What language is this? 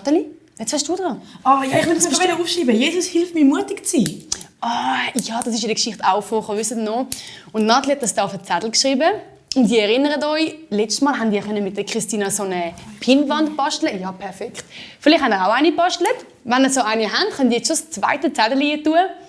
Swiss German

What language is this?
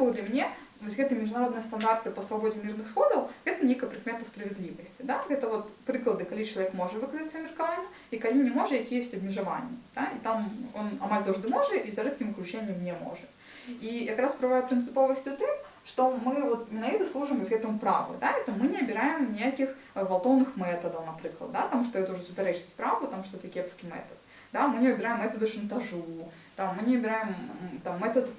Belarusian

